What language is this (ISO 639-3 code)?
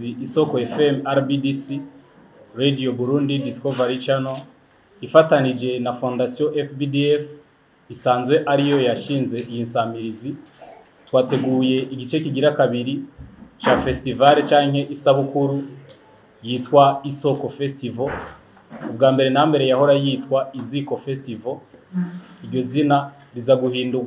run